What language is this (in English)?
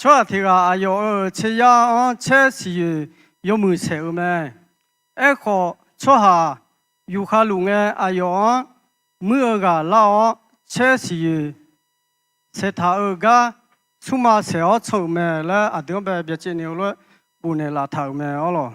Akha